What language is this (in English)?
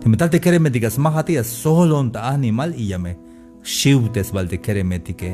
Tzeltal